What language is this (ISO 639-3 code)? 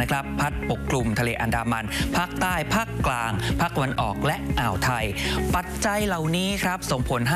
tha